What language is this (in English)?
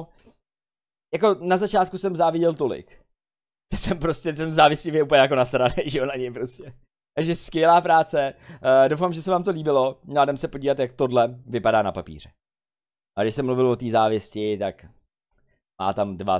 Czech